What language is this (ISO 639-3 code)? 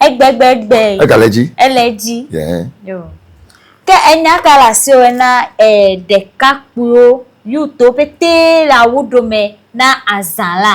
ewe